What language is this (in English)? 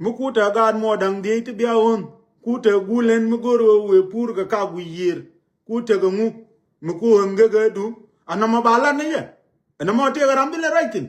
Nuer